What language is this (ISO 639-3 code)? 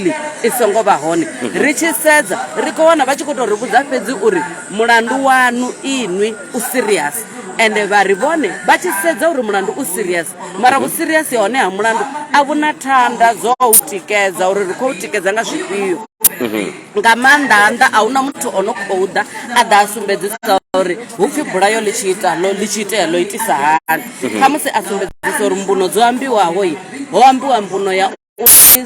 ven